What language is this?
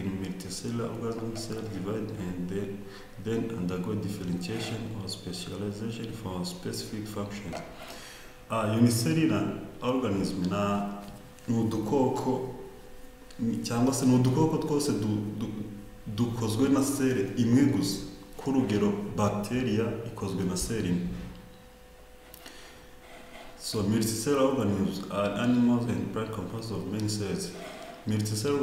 Kinyarwanda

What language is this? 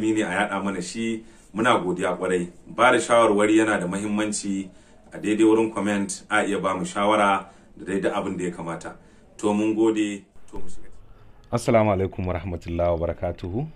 Hausa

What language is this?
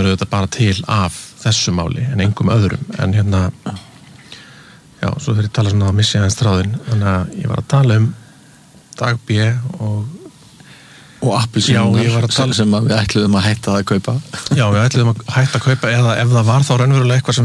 Icelandic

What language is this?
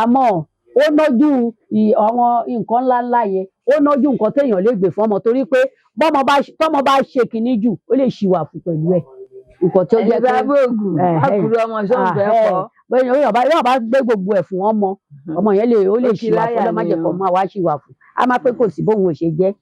Yoruba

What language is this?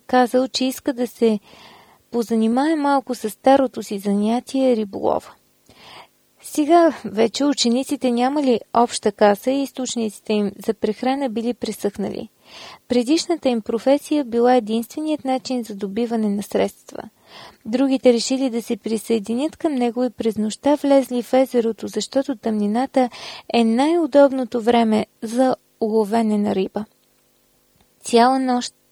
Bulgarian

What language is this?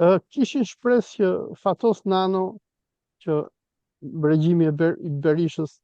Albanian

